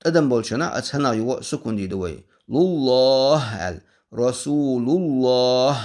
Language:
Chechen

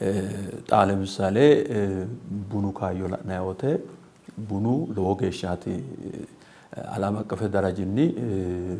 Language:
Sidamo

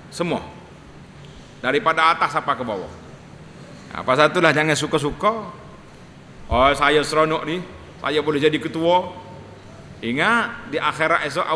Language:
Malay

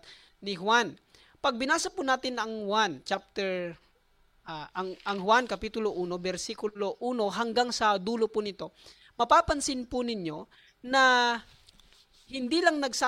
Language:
Filipino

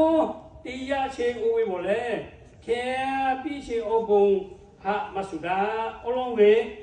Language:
Lahu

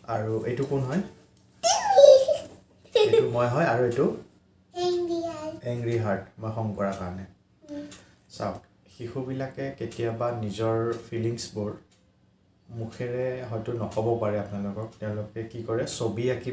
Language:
Assamese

